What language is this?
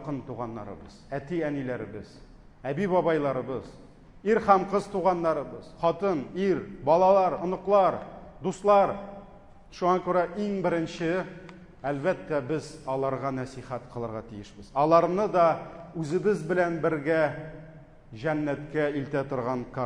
Tatar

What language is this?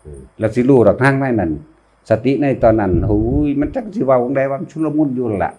Northeastern Thai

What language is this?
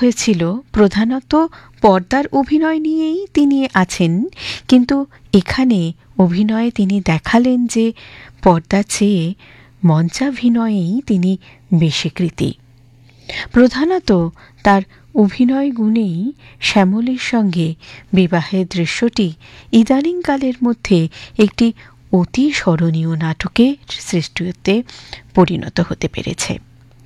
Bangla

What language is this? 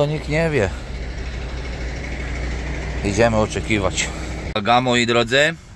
Polish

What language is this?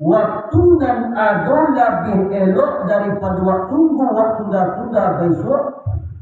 Minangkabau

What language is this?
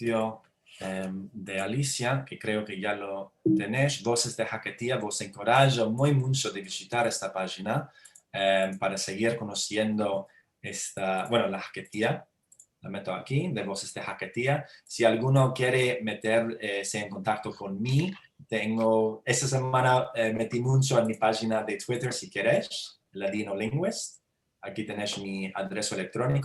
Ladino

